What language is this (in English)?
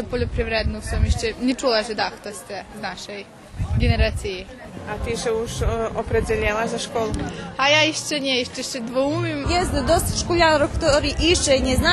Rusyn